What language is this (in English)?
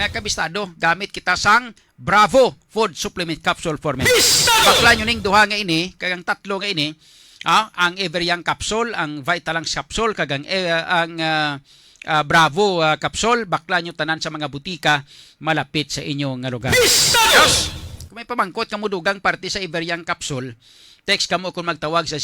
Hiligaynon